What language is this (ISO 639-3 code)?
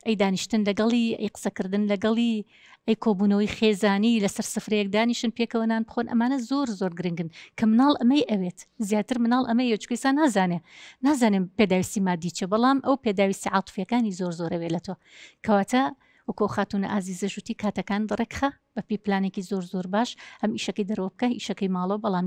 ckb